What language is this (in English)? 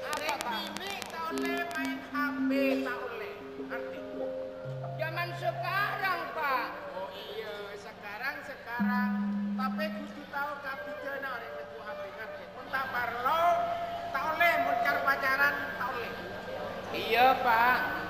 Madurese